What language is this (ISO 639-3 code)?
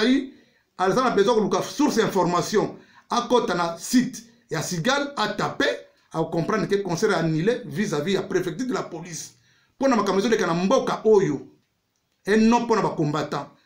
lin